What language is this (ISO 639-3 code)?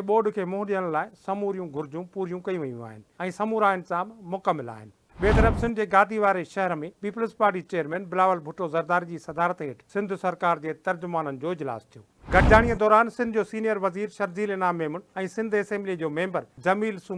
snd